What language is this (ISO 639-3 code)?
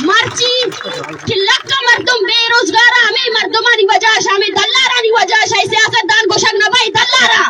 bal